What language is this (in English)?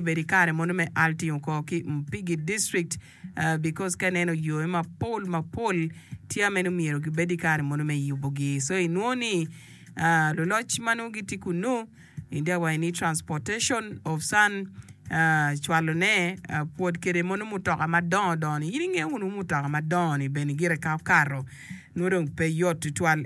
Acoli